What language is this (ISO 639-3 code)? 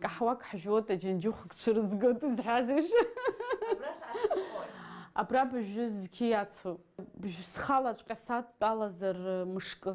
abk